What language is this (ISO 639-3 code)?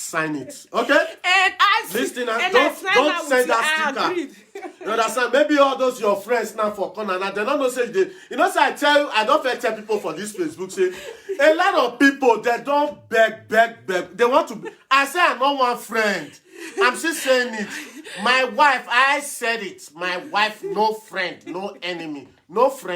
pcm